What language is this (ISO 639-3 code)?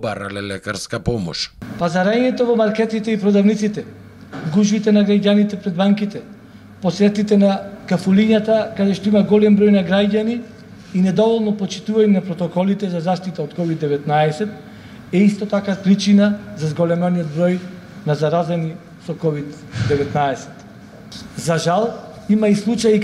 mkd